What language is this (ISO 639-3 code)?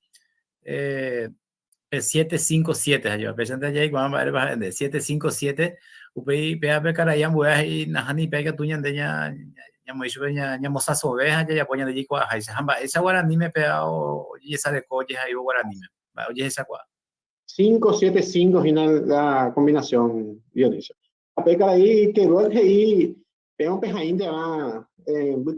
grn